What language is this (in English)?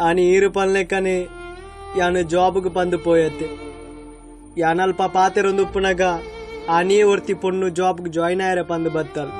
Tulu